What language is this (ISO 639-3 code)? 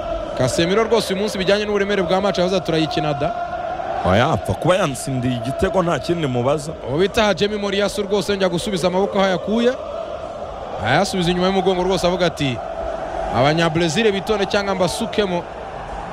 kin